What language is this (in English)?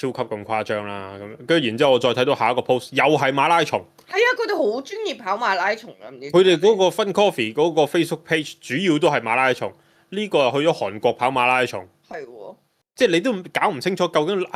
Cantonese